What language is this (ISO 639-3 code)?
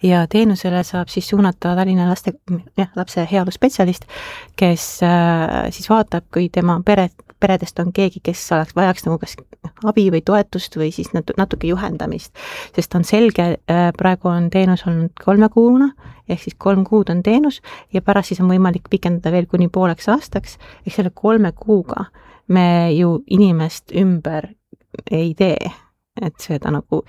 est